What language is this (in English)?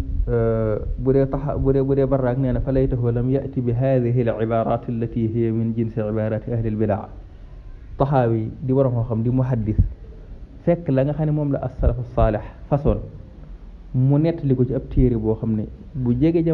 Wolof